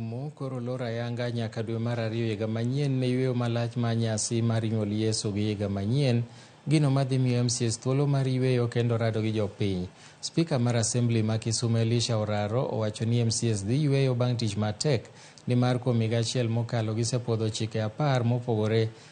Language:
Luo (Kenya and Tanzania)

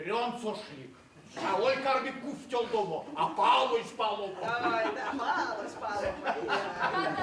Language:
Erzya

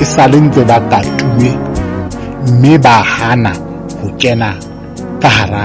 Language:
Southern Sotho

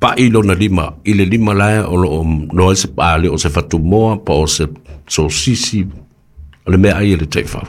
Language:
Samoan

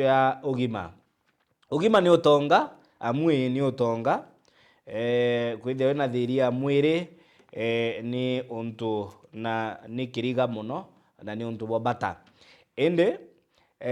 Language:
Meru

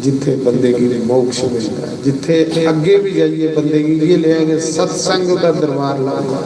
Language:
Dogri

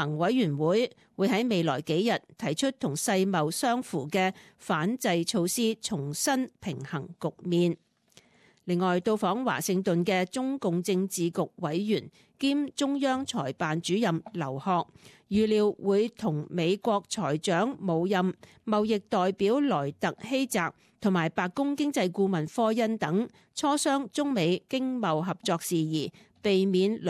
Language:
Cantonese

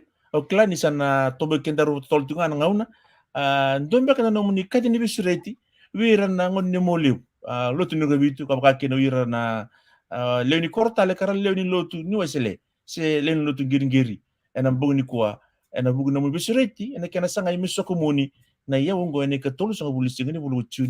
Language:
Fijian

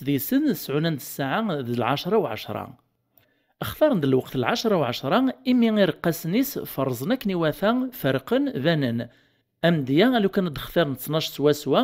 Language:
Kabyle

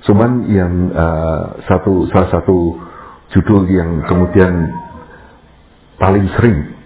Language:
Indonesian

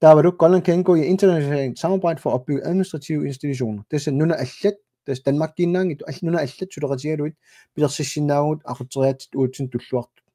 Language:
Kalaallisut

